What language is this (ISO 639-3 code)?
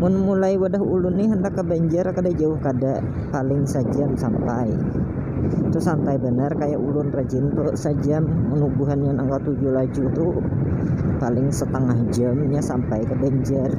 bjn